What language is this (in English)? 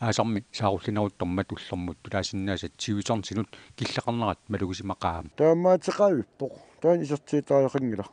Kalaallisut